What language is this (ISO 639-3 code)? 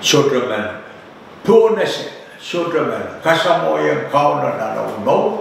pon